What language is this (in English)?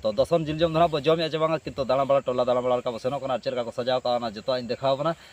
Santali